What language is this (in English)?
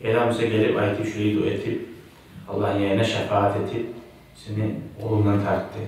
Kumyk